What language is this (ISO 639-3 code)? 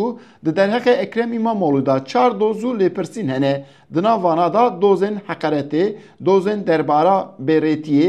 kur